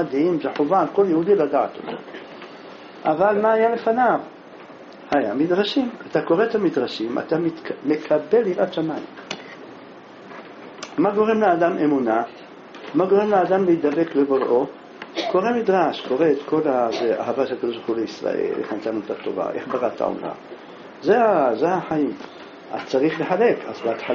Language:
Hebrew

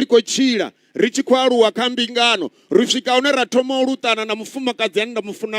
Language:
Venda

